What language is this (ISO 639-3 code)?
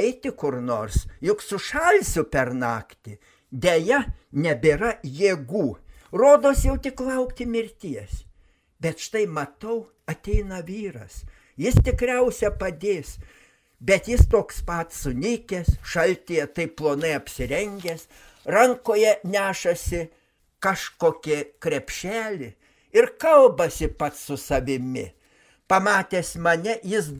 lit